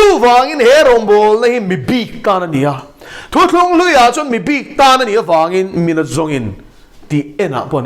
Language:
Mizo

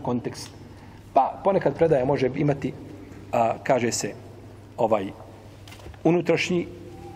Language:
Bosnian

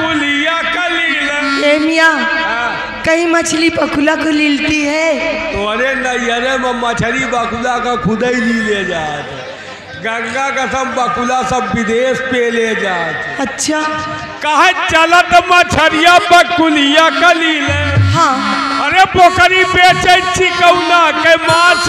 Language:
Bhojpuri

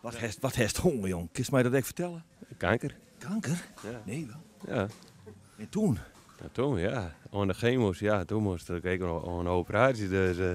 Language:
Western Frisian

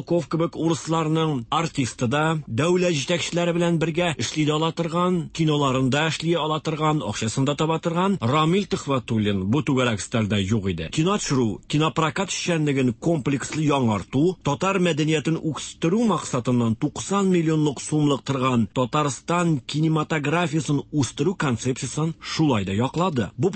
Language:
Tatar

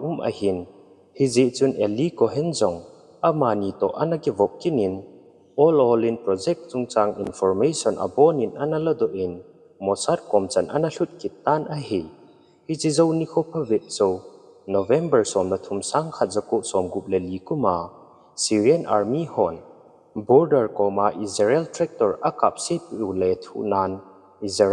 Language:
Thado Chin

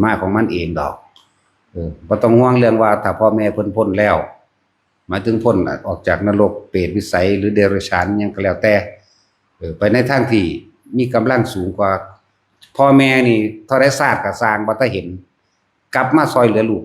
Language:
Northeastern Thai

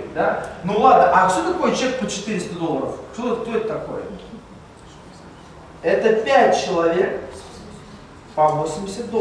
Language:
Russian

